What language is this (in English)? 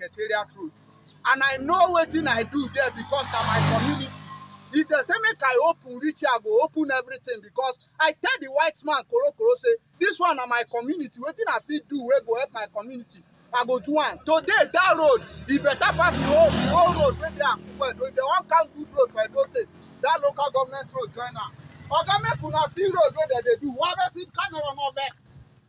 Nigerian Pidgin